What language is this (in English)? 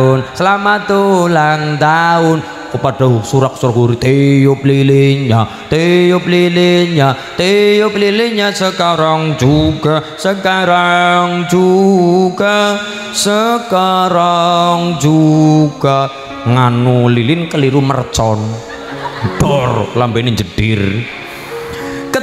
Javanese